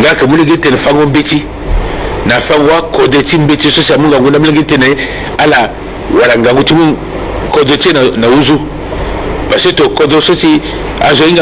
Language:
Sango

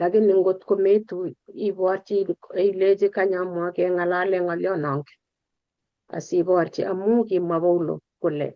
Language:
Kalenjin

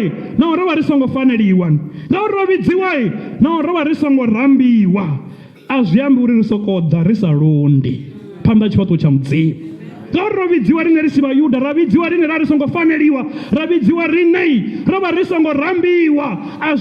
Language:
Venda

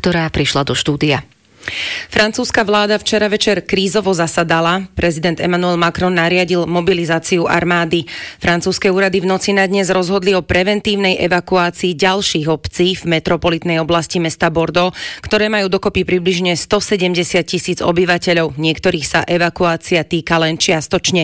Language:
Slovak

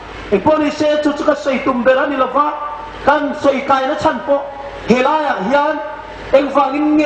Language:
Hmar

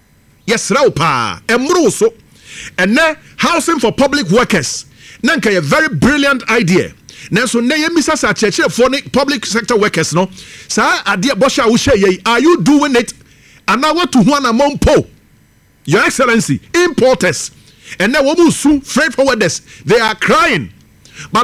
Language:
Akan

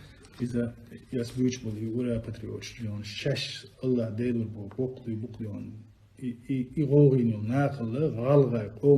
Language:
Chechen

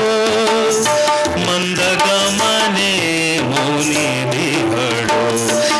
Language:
Kannada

